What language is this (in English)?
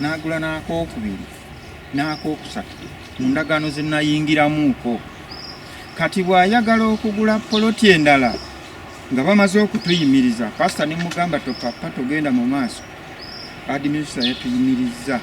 Ganda